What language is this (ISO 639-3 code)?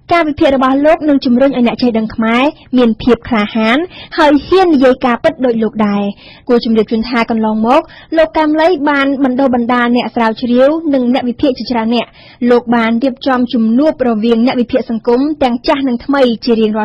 khm